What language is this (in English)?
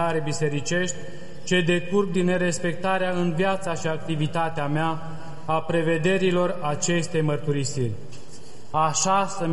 Romanian